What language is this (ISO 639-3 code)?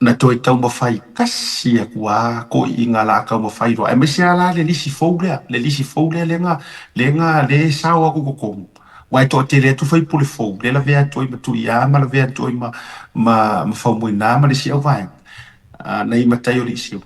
smo